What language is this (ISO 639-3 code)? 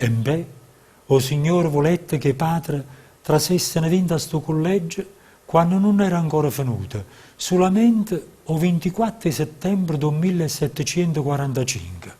nap